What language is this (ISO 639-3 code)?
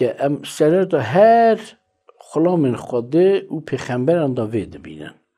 kur